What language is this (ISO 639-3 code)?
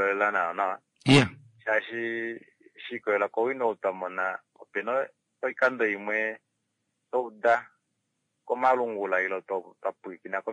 kua